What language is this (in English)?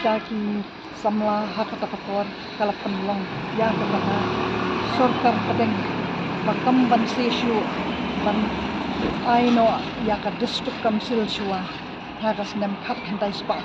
Khasi